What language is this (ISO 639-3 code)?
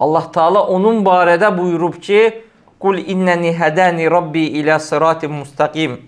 aze